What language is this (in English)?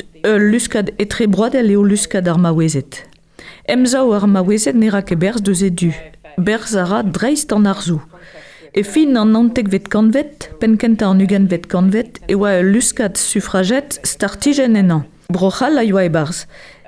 Breton